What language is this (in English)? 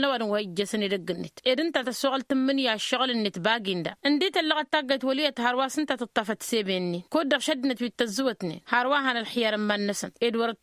Tamasheq